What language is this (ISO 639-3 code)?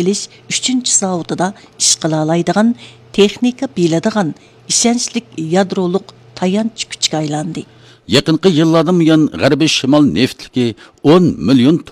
uig